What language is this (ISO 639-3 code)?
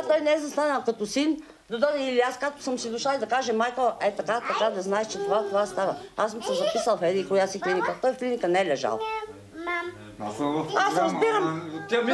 bul